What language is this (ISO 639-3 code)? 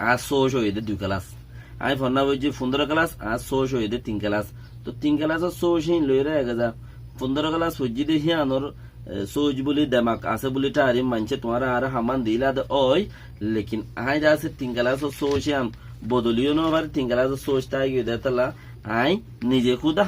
rhg